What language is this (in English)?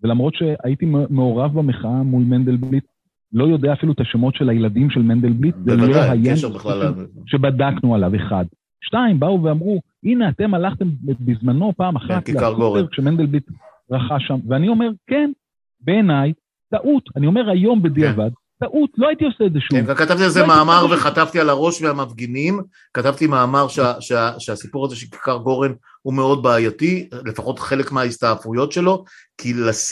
Hebrew